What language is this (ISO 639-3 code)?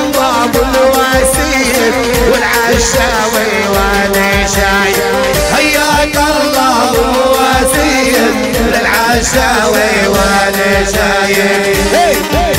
ajp